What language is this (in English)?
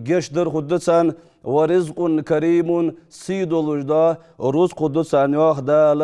Ingush